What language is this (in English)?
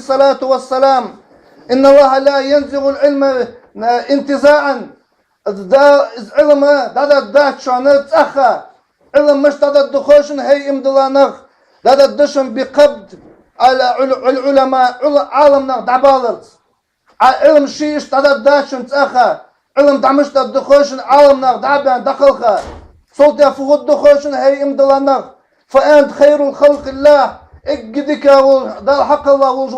Ingush